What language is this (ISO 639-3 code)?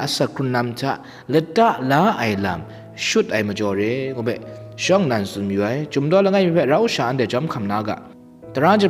kac